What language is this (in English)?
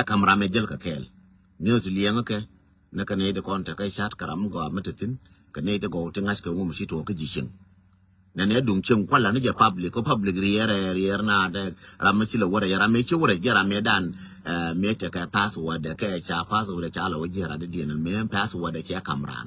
Nuer